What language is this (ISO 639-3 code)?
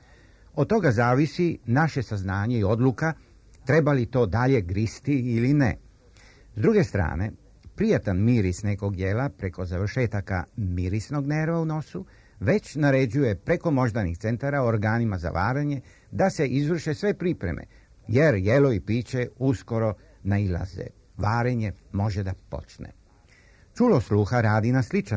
srp